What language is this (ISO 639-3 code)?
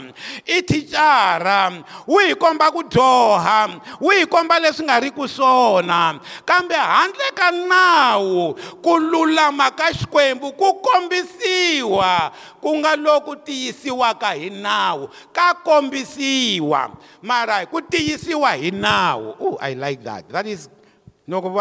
tso